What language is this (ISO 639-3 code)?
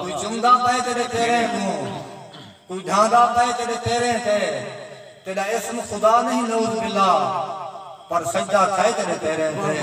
skr